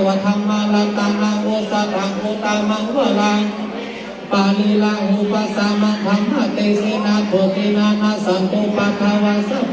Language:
Pali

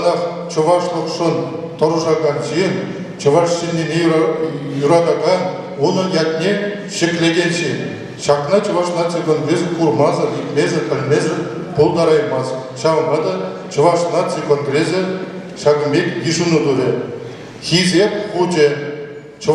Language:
Chuvash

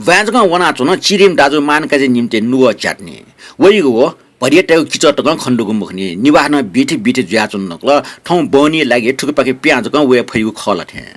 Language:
Newari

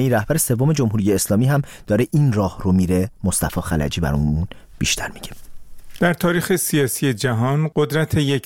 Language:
Persian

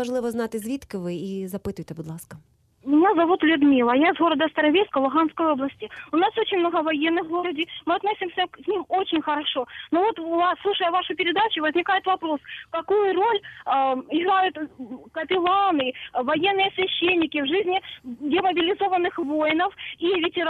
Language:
Ukrainian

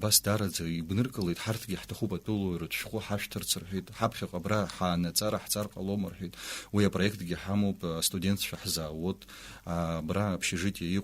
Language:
Abkhazian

